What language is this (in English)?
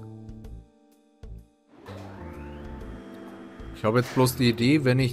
German